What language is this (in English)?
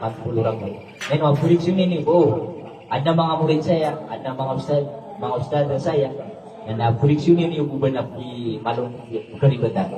Maranao